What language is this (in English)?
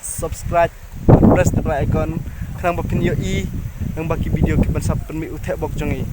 Khasi